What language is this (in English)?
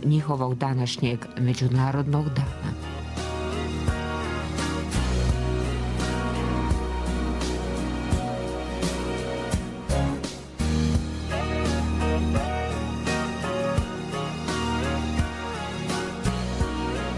Croatian